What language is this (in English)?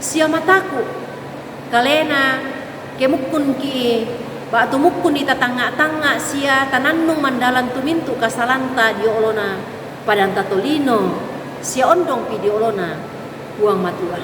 Toraja-Sa'dan